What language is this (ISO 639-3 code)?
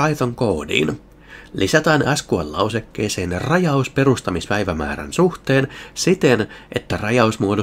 fin